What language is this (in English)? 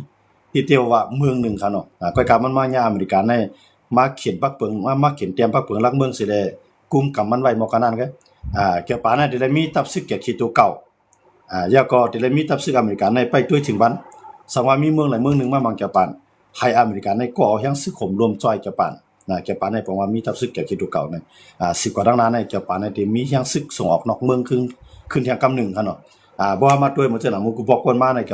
Shan